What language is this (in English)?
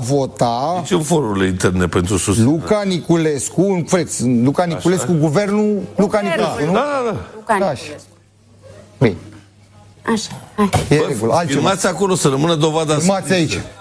Romanian